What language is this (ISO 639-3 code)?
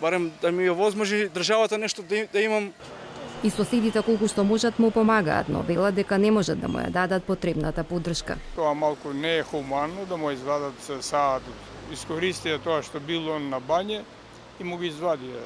mkd